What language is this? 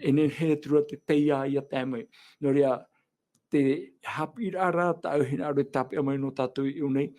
Tahitian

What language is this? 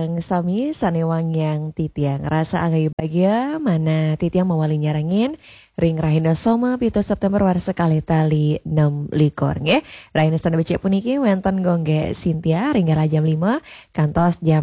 Balinese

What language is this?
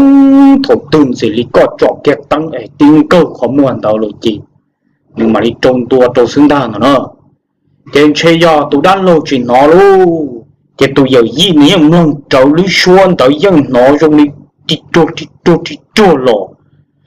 Hmong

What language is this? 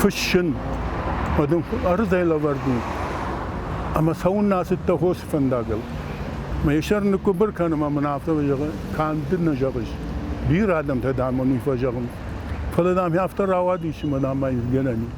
Ossetic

